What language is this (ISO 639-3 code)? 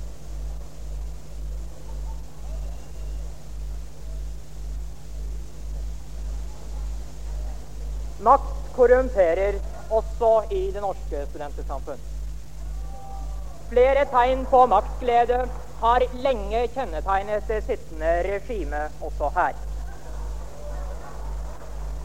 nor